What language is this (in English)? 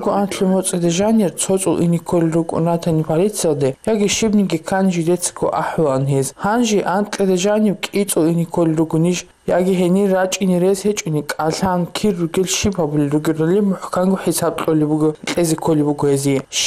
Avaric